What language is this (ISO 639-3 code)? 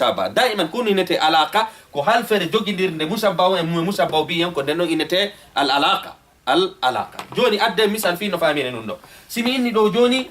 ful